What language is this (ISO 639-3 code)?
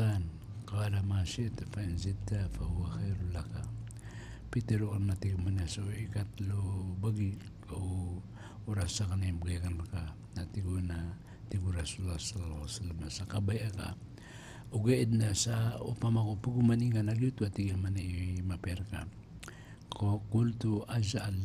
mrw